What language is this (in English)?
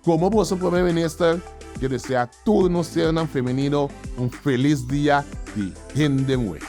Papiamento